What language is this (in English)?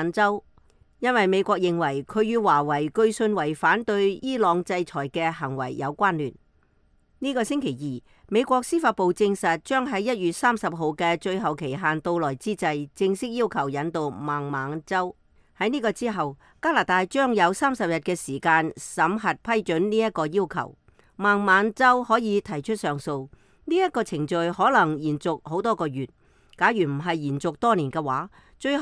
Cantonese